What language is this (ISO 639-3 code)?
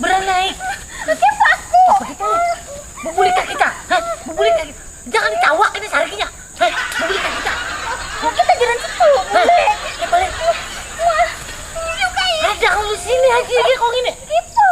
bjn